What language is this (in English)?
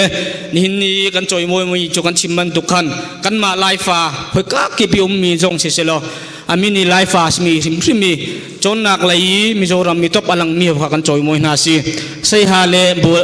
Hakha Chin